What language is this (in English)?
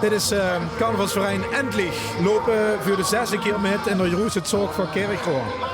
Limburgish